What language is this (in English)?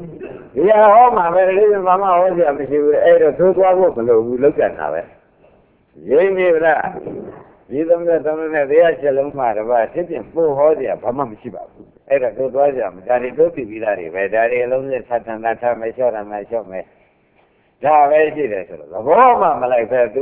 Burmese